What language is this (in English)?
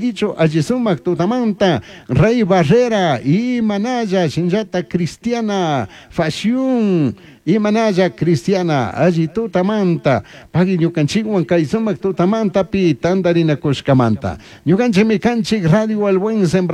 Chimborazo Highland Quichua